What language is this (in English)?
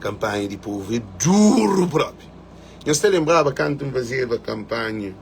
Kabuverdianu